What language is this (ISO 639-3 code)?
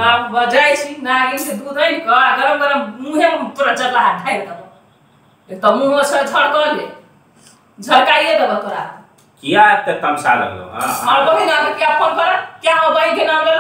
mai